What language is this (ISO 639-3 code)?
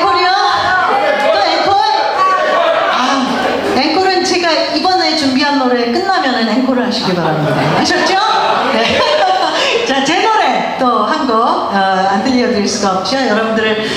kor